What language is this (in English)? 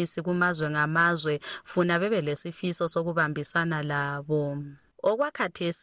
North Ndebele